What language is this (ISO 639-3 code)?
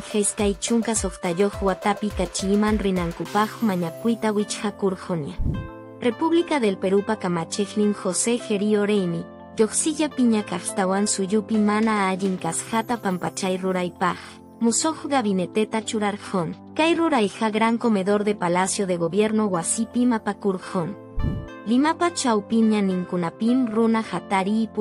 que